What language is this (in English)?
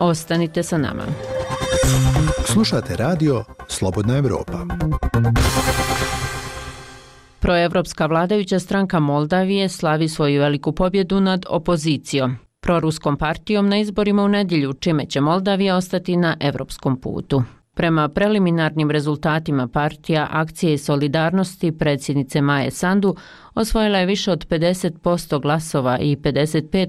Bosnian